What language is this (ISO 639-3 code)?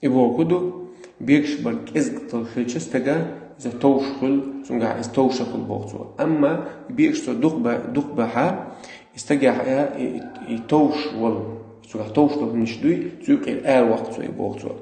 che